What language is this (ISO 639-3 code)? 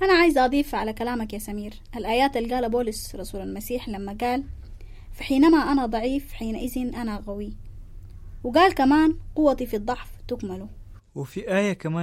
apd